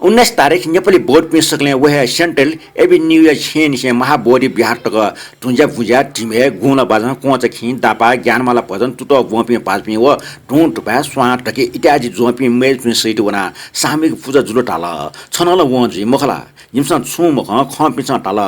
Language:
Newari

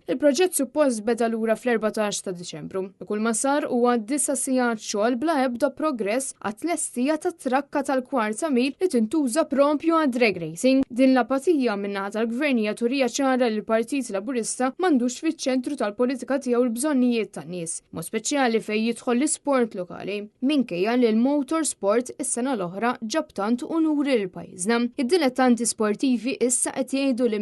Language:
Maltese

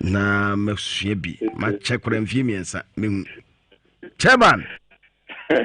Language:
Akan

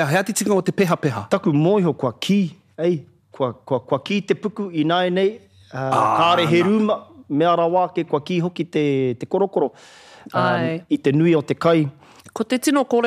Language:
Māori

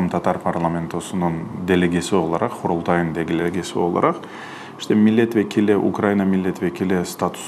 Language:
Crimean Tatar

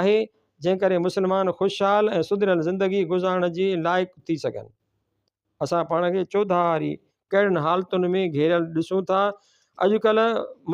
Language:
Sindhi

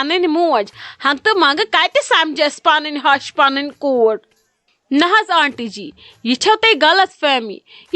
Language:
Kashmiri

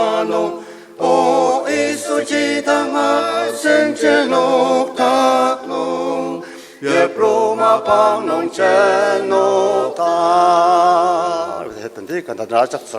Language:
Ao Naga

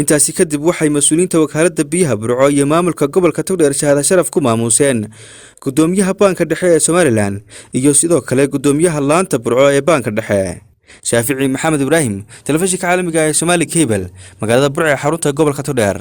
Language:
Somali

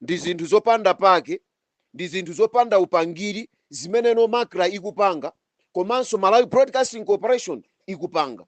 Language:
Nyanja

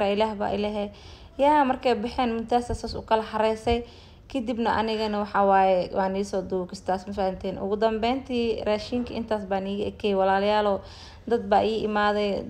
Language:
Somali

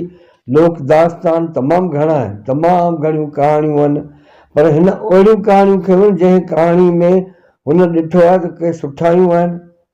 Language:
Sindhi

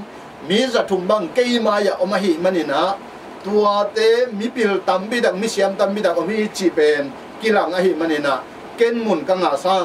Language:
Tedim Chin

